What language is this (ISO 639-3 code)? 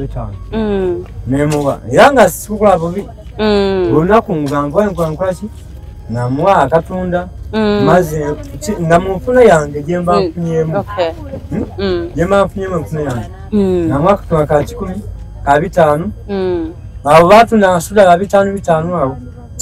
lug